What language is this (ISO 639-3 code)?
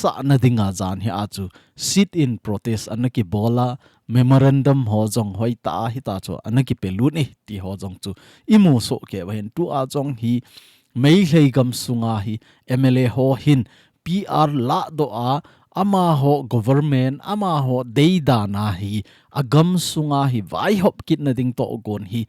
tcz